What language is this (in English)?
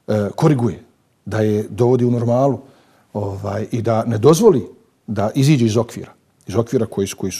Bosnian